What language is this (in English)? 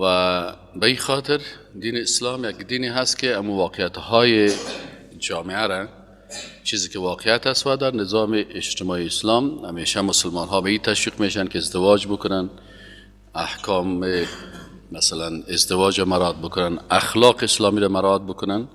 Persian